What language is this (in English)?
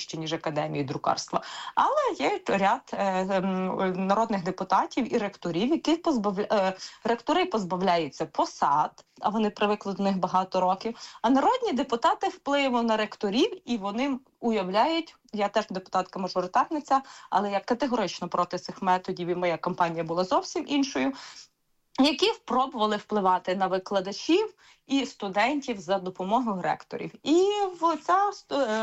Ukrainian